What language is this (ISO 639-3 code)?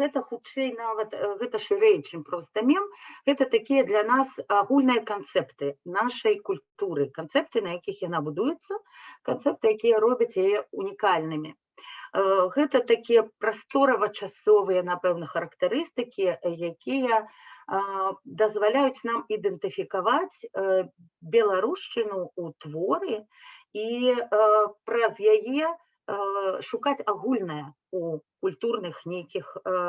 bel